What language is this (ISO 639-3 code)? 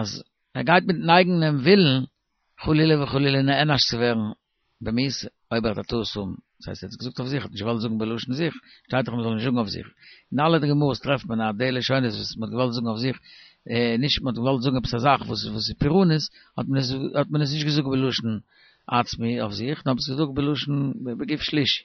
yid